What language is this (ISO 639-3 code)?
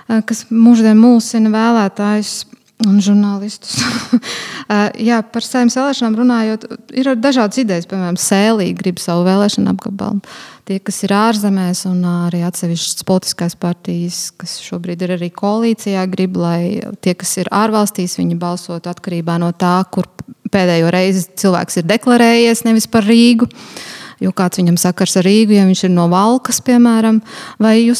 lav